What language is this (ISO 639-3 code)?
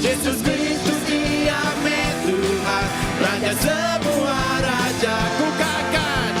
iba